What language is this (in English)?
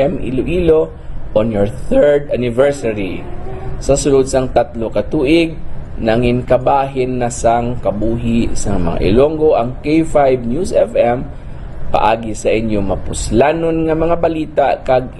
Hiligaynon